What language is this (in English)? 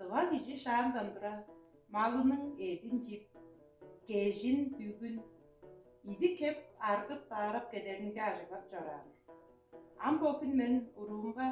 Tuvinian